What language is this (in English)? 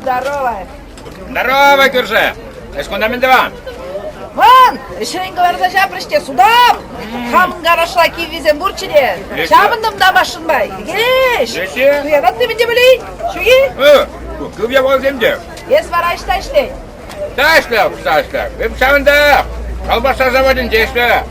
Chuvash